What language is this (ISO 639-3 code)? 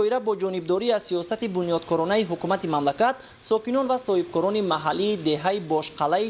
tgk